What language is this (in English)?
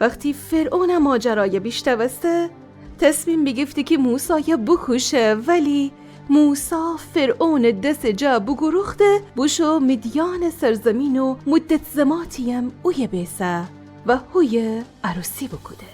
Gilaki